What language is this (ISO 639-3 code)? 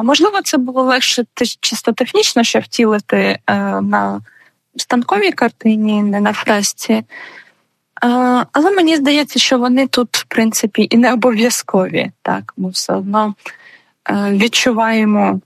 ukr